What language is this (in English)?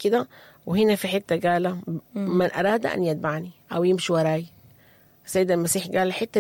Sudanese Arabic